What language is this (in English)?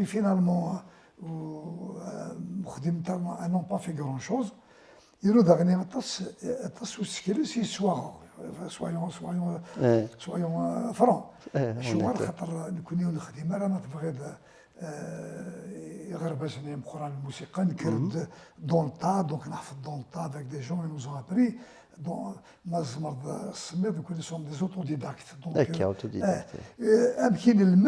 Kabyle